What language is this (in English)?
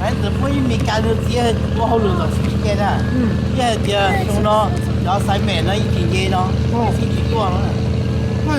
Hmong